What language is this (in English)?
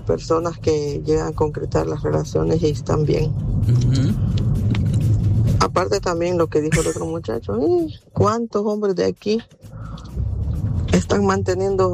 Spanish